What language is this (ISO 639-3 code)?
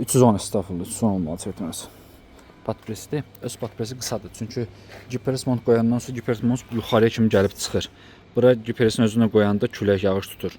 aze